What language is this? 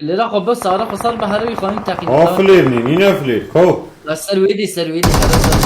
Kurdish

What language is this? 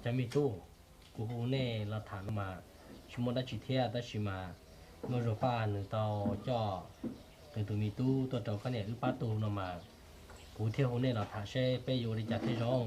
Hmong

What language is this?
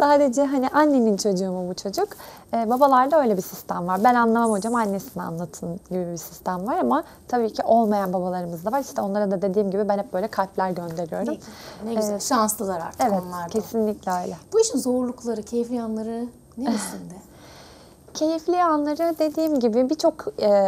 Turkish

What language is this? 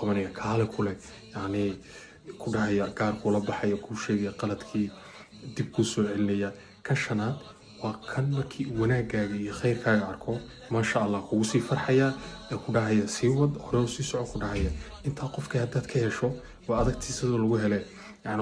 Somali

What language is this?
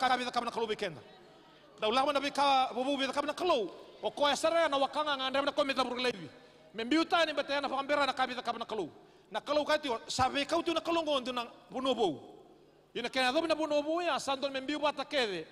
Fijian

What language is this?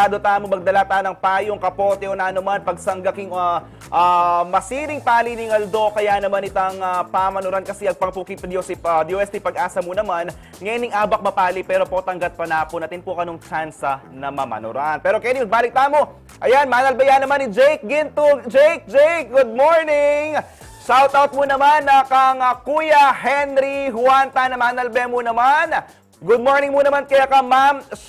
Pampanga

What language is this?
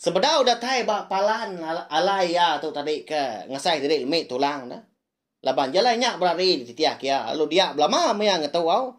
Iban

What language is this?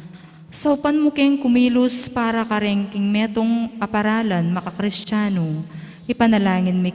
Pampanga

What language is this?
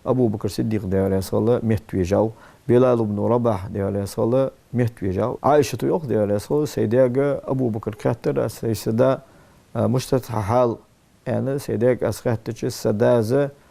Ingush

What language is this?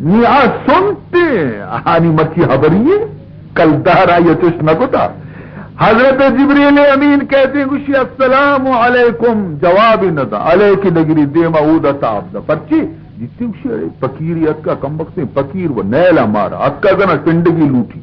Baluchi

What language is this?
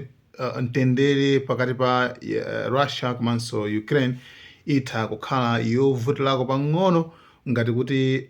Nyanja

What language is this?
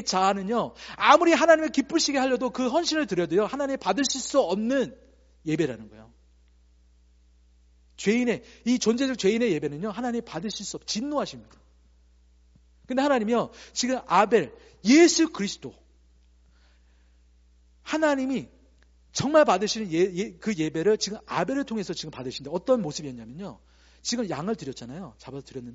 Korean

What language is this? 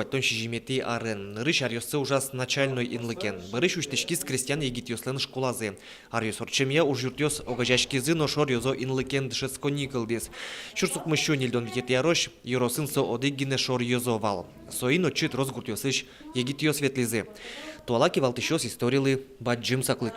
Udmurt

